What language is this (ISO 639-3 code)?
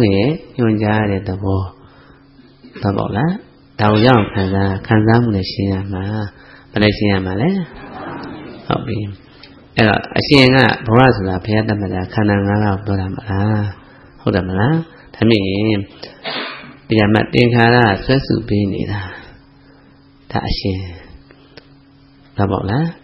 mya